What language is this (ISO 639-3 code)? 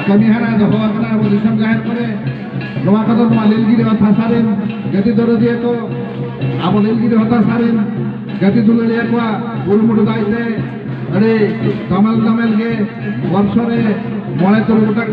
sat